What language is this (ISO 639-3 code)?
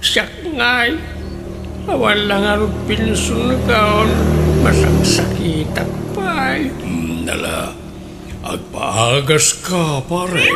ilo